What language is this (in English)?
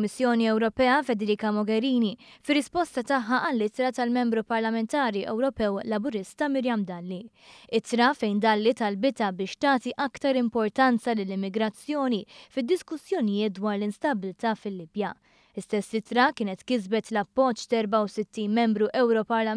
Maltese